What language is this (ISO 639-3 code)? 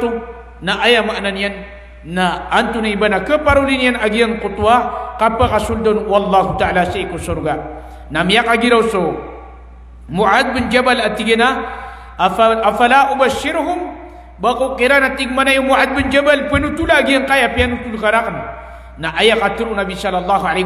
mrw